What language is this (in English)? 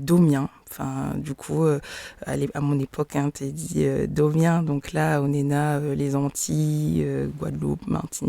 Réunion Creole French